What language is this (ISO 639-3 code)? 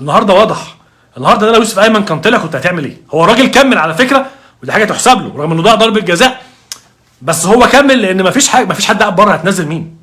arz